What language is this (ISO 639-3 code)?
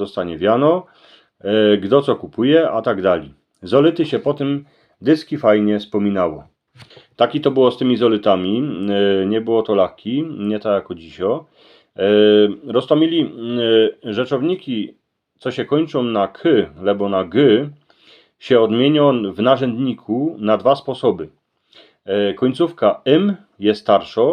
szl